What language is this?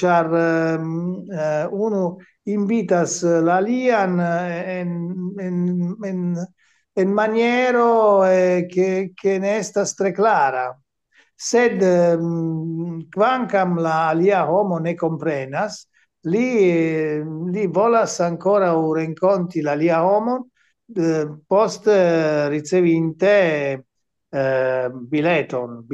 Esperanto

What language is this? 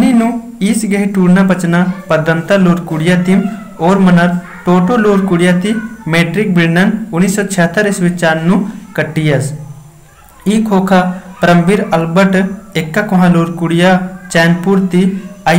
Kurukh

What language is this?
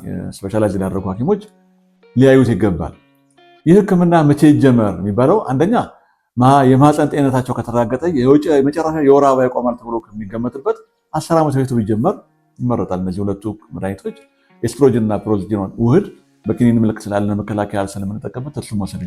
Amharic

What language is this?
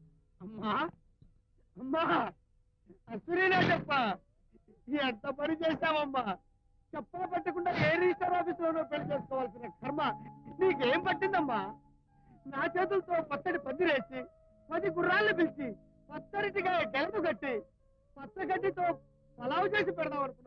Telugu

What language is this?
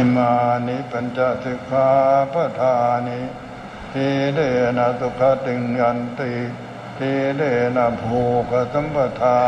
Pali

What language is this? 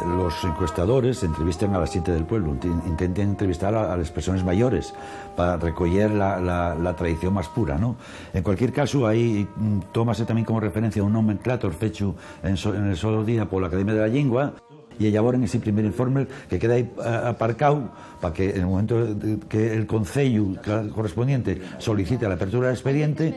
Asturian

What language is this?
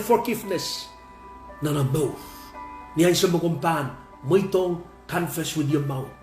Pohnpeian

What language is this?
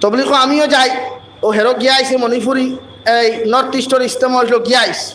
Sylheti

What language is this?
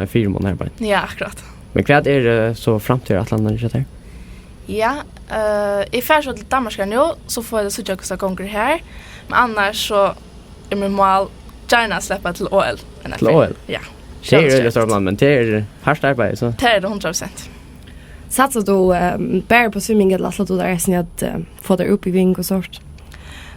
Faroese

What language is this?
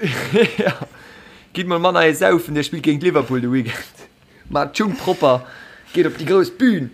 Luxembourgish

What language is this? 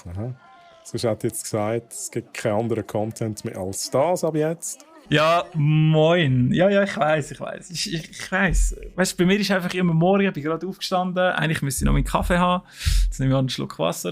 Swiss German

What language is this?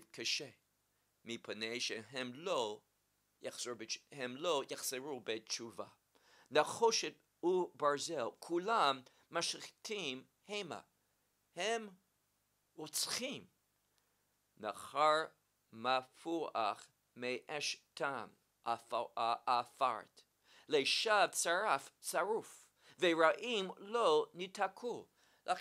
Hebrew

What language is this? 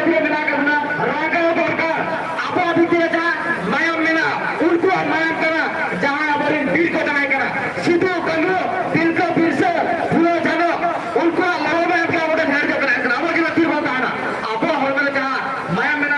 Santali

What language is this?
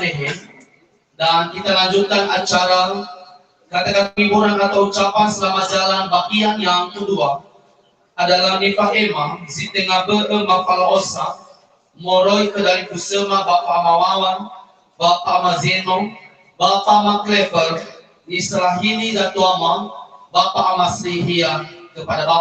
Nias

